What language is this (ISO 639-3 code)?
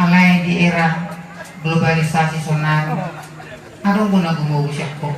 bbc